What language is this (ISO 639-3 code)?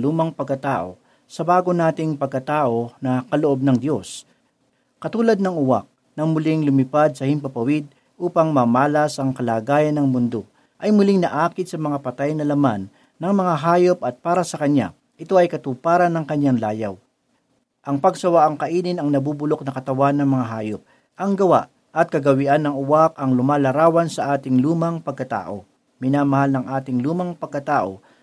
fil